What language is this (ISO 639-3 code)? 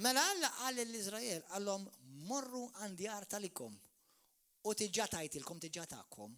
mlt